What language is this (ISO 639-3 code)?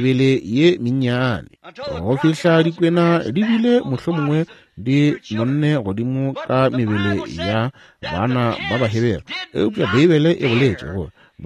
nso